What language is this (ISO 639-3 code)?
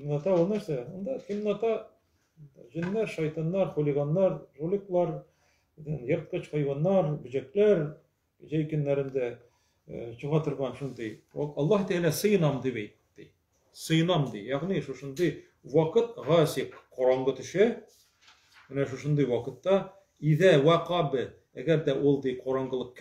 tat